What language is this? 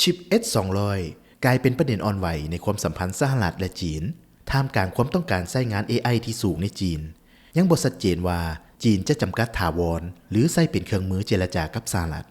Lao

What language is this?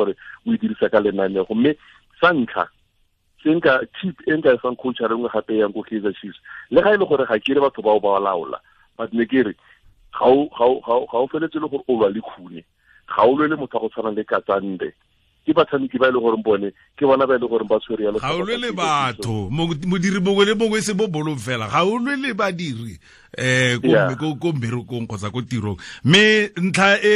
Tswana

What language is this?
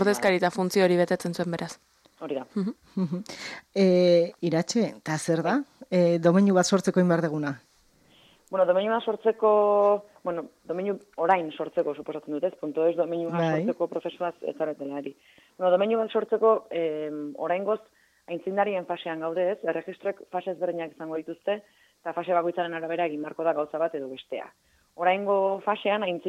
Basque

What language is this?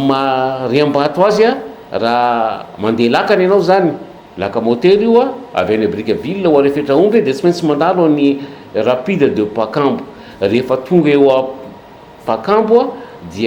Malagasy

